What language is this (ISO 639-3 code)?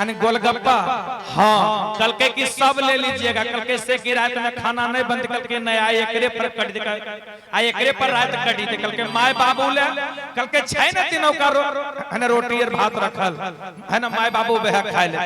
mag